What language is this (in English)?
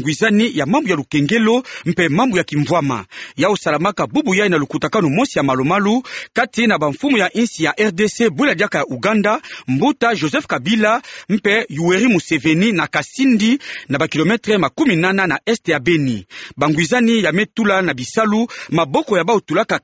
Kituba (Democratic Republic of Congo)